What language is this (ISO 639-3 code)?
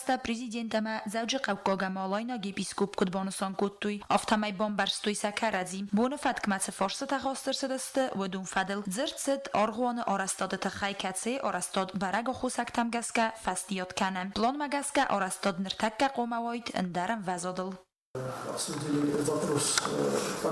oss